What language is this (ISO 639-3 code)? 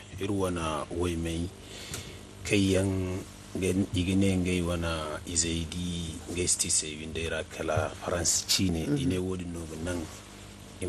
dje